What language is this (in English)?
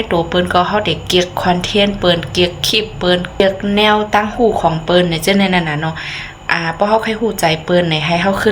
Shan